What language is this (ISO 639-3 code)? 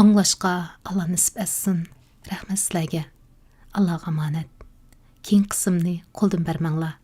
uig